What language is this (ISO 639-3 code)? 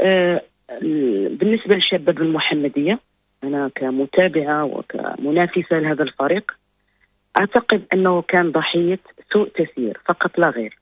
ary